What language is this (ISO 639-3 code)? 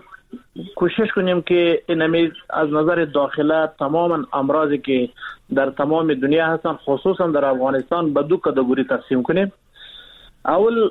fas